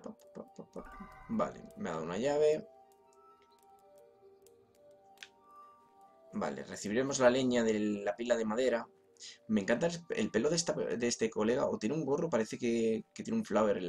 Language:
Spanish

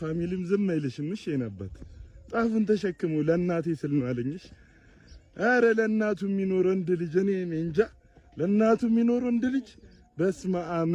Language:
Amharic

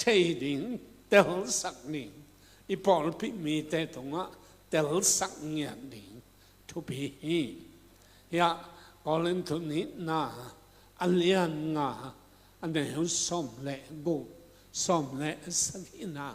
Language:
Tedim Chin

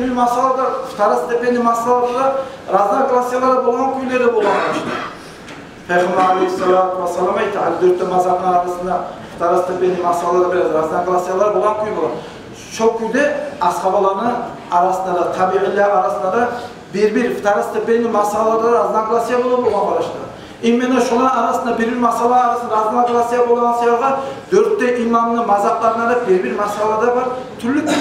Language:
Kumyk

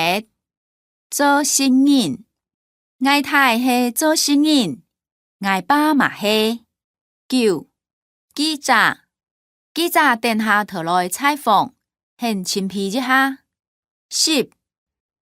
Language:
Hakka Chinese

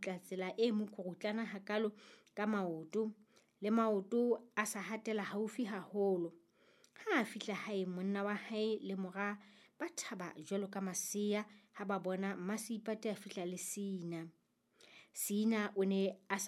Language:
Southern Sotho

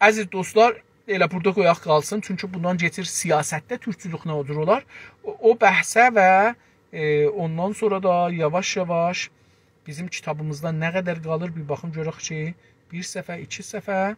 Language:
South Azerbaijani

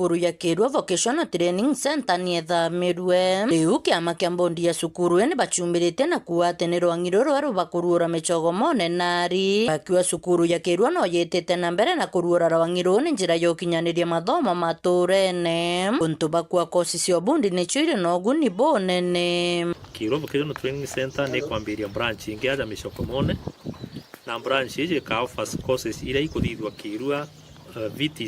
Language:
Meru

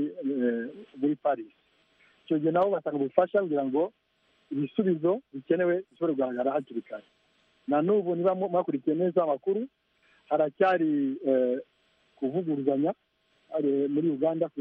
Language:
Kinyarwanda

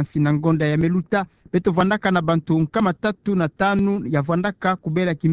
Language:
Kituba (Democratic Republic of Congo)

